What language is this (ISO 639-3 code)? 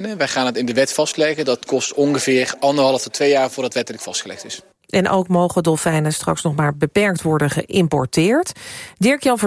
nld